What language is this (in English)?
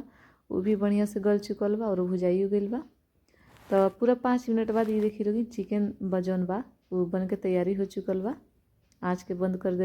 Bhojpuri